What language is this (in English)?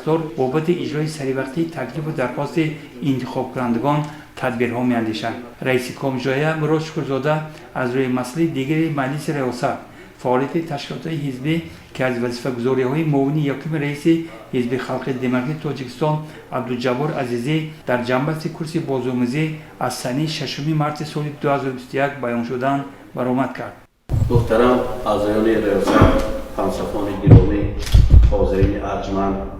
Tajik